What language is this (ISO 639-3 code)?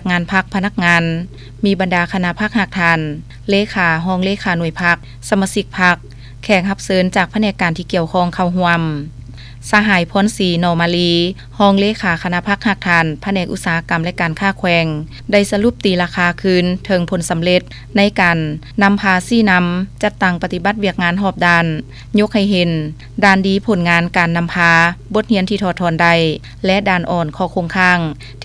lao